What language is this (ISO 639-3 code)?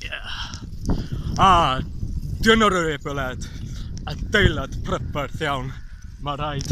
cym